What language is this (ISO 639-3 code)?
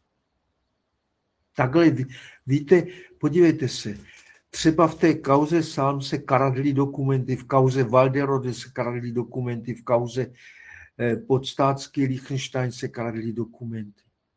ces